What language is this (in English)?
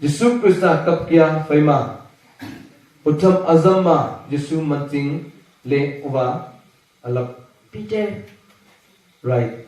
Wancho Naga